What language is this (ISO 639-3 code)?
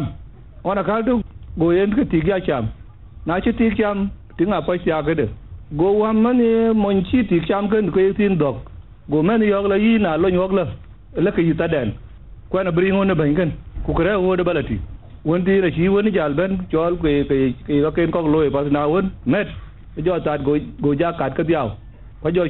din